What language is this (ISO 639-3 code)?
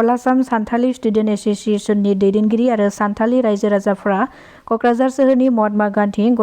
brx